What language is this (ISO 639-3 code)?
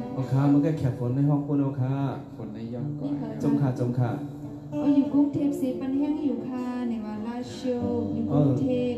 shn